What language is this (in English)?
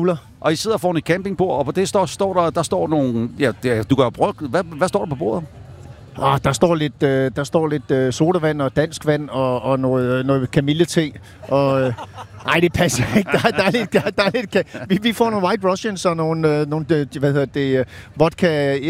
Danish